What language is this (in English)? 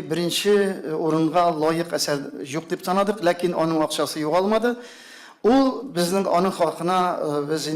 Tatar